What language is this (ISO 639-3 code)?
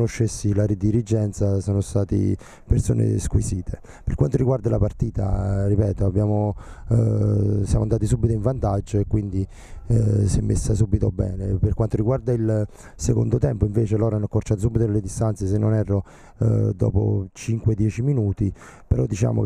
ita